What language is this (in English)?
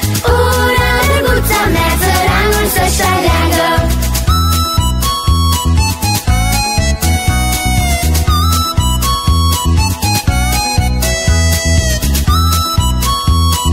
Romanian